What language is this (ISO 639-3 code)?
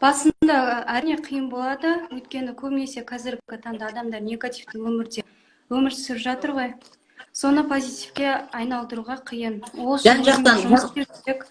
kaz